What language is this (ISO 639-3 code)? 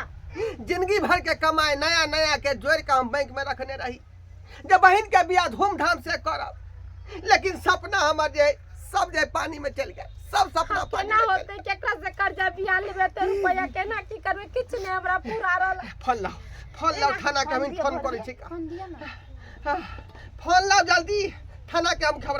mai